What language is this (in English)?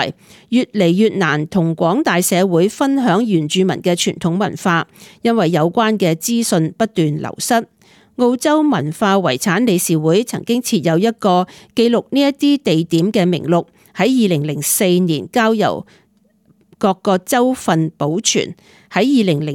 Cantonese